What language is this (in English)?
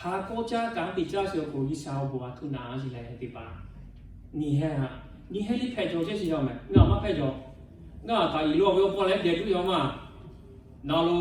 Lahu